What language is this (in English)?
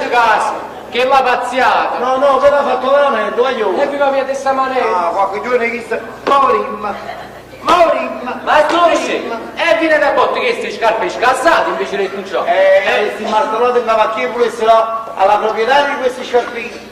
Neapolitan